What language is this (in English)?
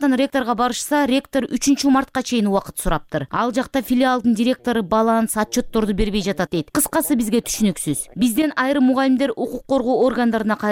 Kyrgyz